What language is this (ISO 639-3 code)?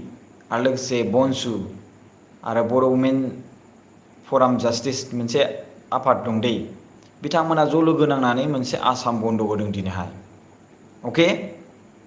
brx